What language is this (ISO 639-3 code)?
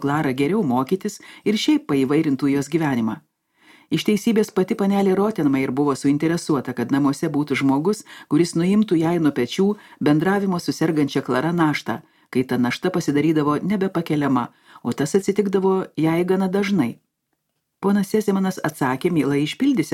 lit